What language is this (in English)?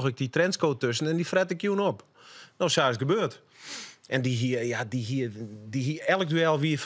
Western Frisian